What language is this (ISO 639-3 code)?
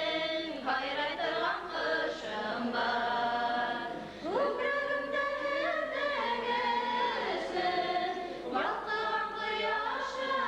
bak